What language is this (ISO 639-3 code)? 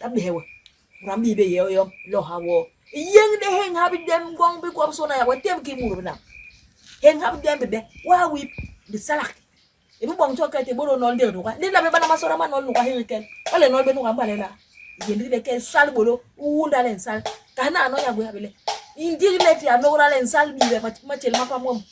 bas